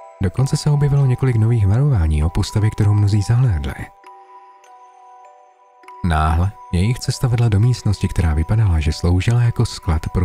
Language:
Czech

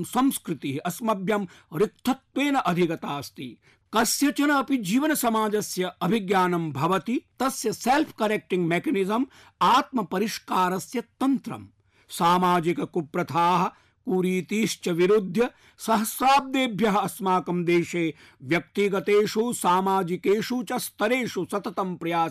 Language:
Sanskrit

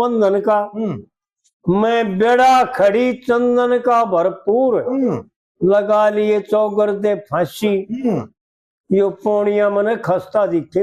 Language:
Haryanvi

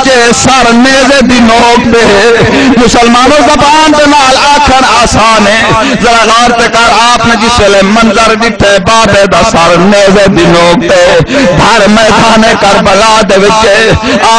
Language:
Saraiki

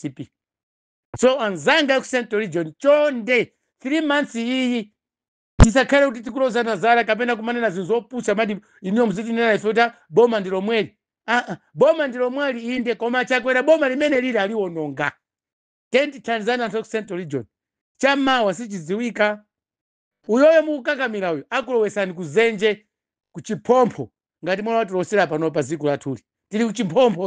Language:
Nyanja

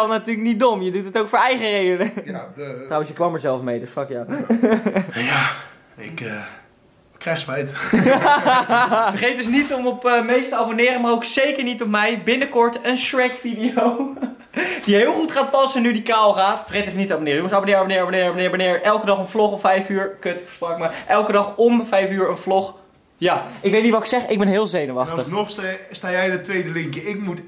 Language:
Dutch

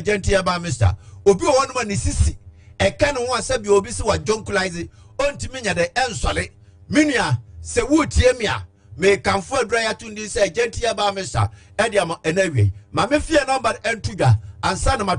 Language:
Akan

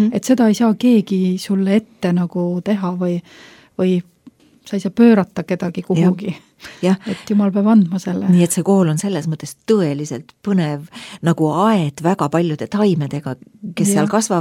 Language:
Estonian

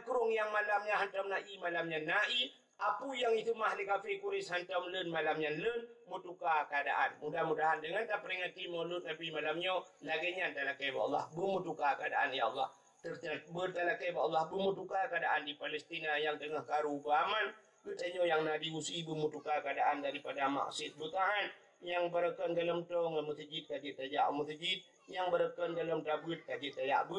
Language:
Achinese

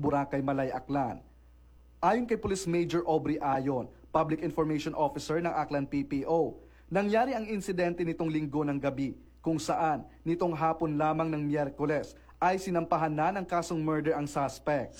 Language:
Filipino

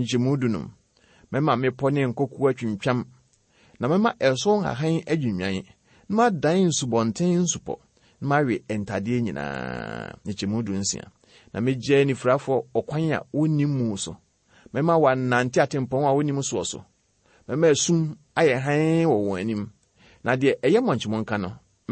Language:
Akan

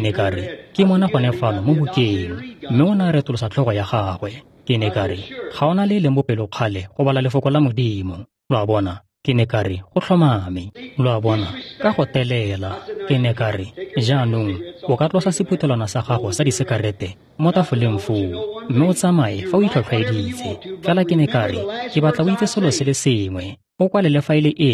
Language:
Tswana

